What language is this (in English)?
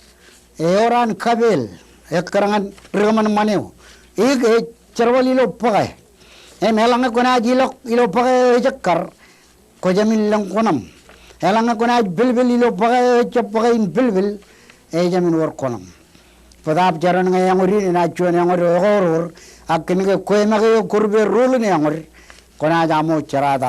Marshallese